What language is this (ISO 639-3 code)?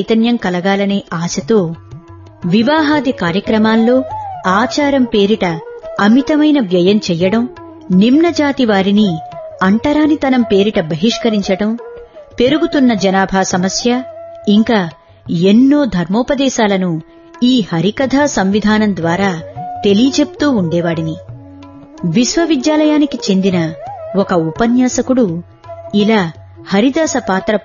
tel